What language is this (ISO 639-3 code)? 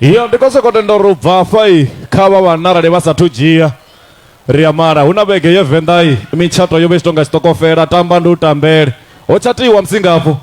ven